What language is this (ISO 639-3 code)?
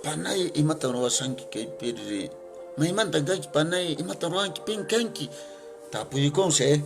que